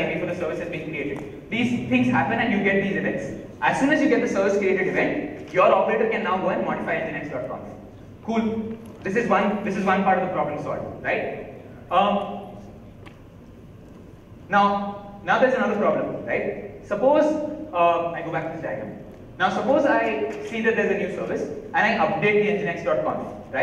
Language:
English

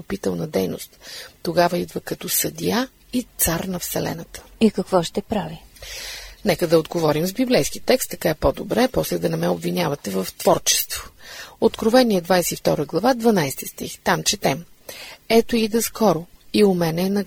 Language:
Bulgarian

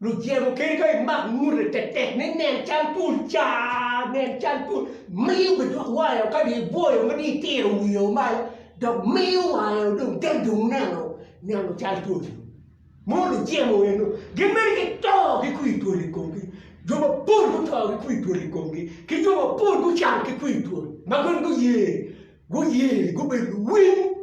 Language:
Acoli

